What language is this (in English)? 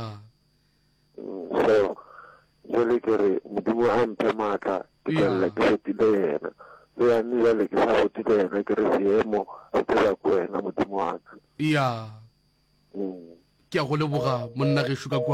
Northern Sotho